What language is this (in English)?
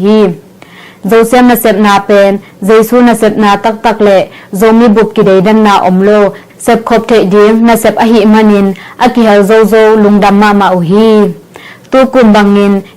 Tedim Chin